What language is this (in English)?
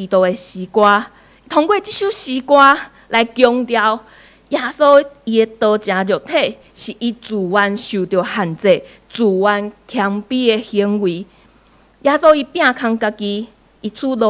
Min Nan Chinese